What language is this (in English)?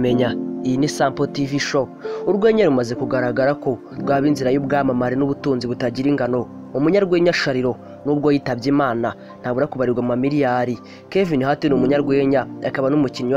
Kinyarwanda